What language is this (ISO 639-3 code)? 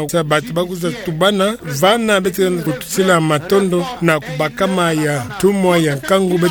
ktu